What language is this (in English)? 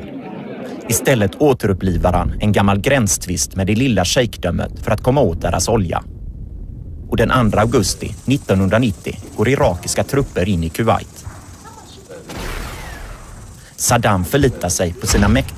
Swedish